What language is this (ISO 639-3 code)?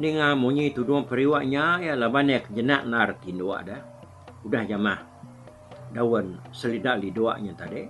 iba